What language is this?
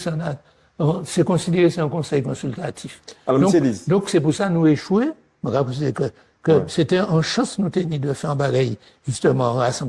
Guadeloupean Creole French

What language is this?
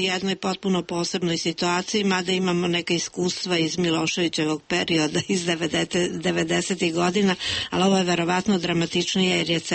Serbian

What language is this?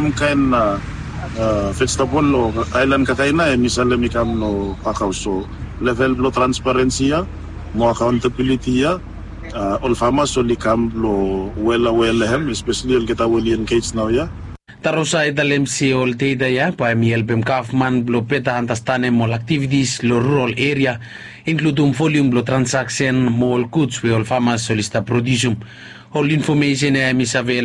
Bislama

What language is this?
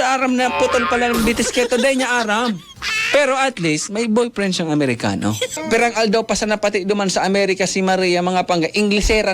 Bikol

